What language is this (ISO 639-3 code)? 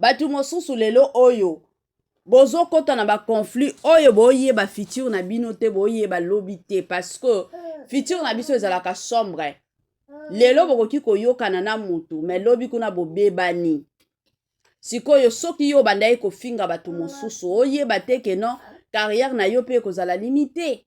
lin